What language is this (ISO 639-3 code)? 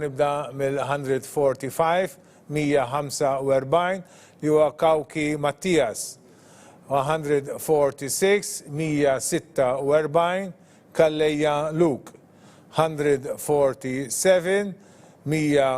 mlt